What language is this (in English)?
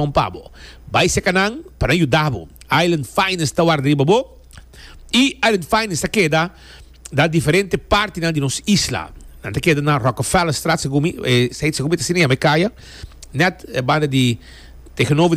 Papiamento